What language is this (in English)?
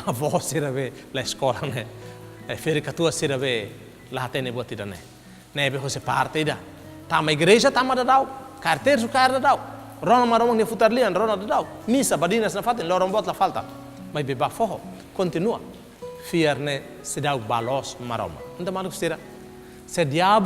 Tetum